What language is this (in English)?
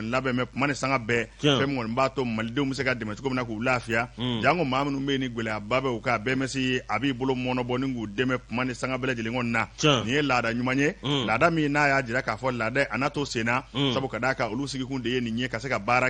Bambara